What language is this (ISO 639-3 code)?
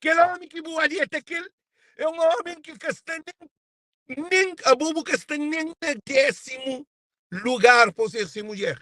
kea